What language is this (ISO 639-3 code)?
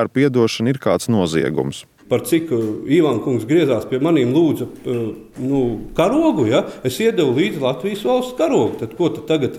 lav